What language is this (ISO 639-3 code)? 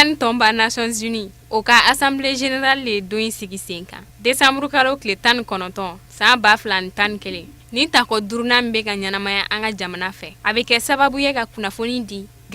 bam